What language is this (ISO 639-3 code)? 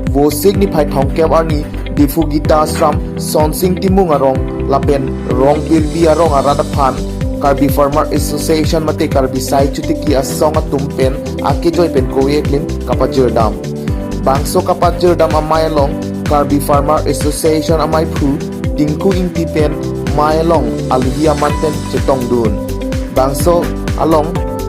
mjw